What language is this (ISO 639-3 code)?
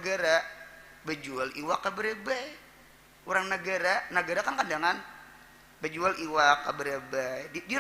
bjn